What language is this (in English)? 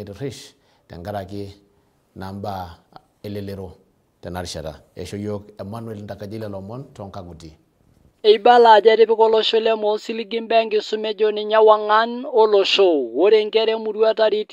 Masai